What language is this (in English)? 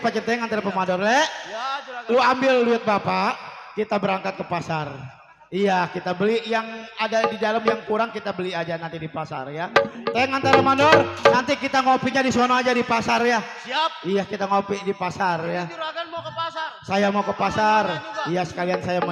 Betawi